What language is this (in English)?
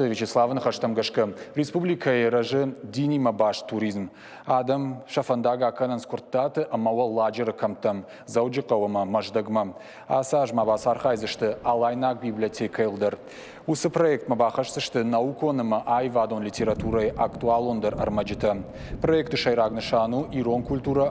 Ossetic